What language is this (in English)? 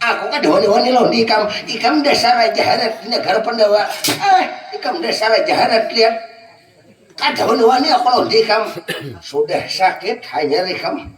Banjar